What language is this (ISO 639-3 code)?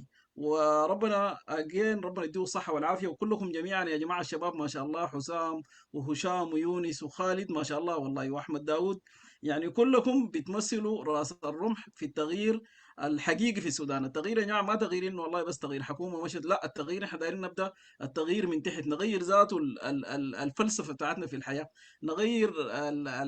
apd